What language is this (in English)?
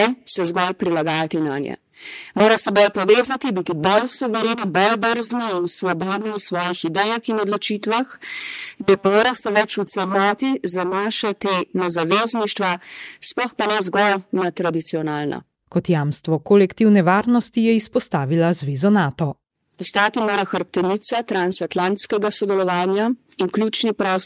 Slovenian